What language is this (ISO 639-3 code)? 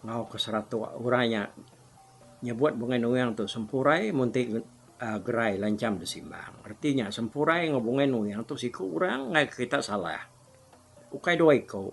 iba